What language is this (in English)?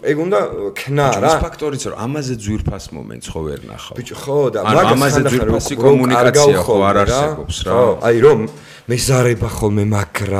Georgian